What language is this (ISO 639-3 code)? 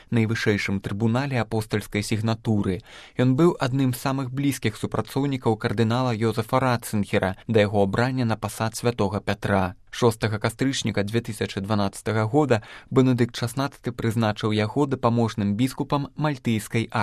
bel